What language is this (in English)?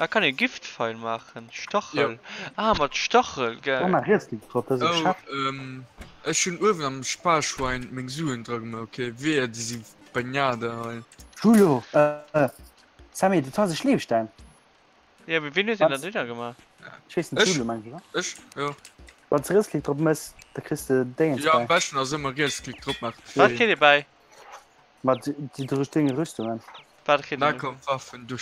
Luxembourgish